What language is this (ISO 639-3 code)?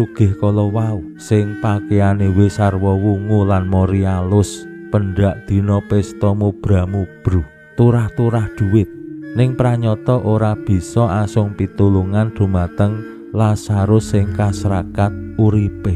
jav